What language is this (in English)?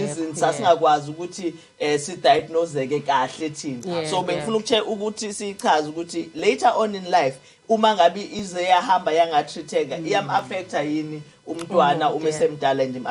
Zulu